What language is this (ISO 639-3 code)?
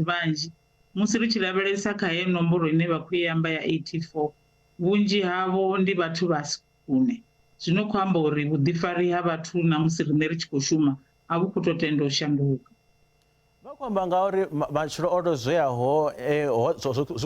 ven